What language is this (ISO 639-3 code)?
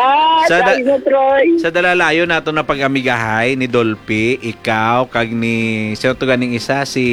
hil